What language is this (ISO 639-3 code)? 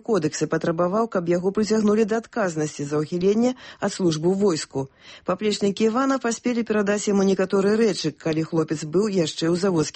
bel